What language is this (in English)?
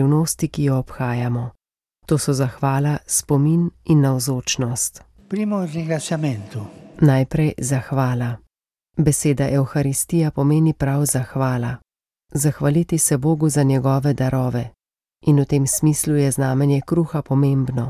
Slovenian